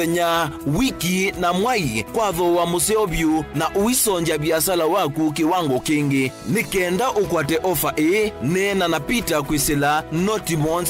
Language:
Kamba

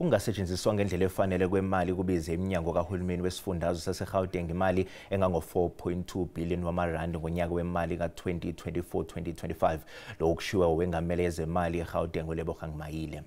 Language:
Zulu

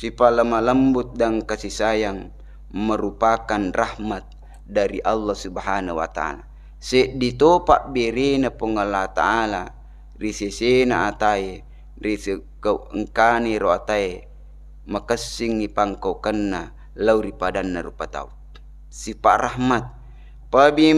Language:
Buginese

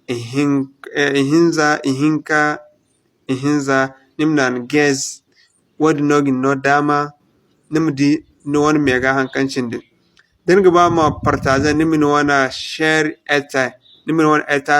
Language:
Zarma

